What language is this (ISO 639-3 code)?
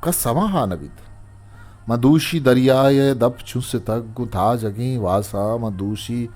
bgp